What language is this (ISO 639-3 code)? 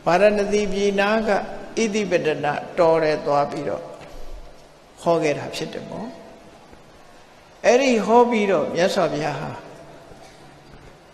mya